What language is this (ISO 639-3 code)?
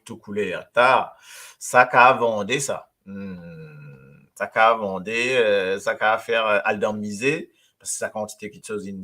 mfe